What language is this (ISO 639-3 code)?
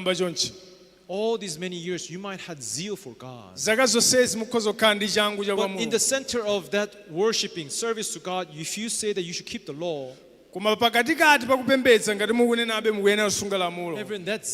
nya